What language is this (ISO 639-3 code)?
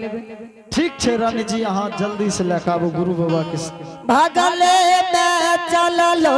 anp